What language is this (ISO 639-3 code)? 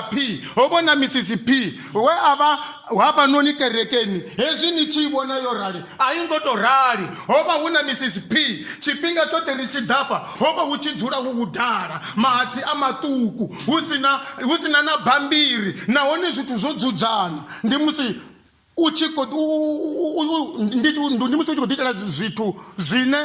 ven